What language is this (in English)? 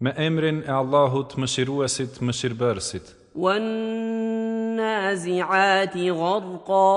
Albanian